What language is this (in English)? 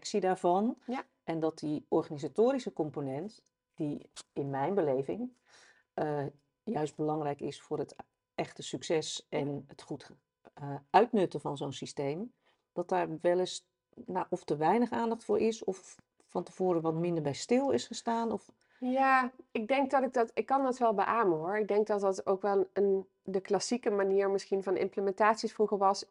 Dutch